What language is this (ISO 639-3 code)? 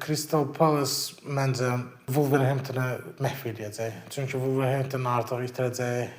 aze